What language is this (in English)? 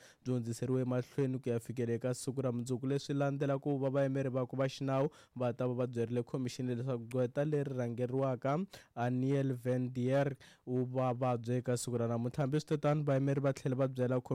Tsonga